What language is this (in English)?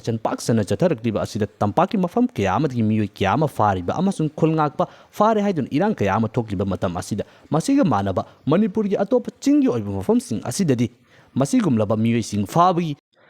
Manipuri